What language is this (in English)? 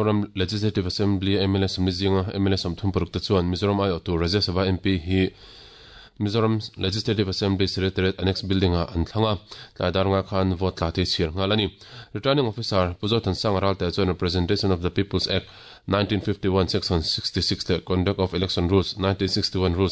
Mizo